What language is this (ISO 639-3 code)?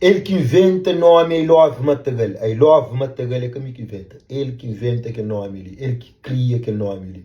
kea